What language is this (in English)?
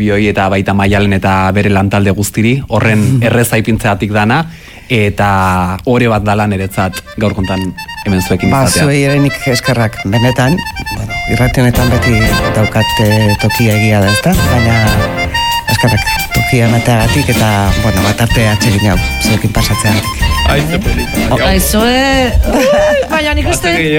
Basque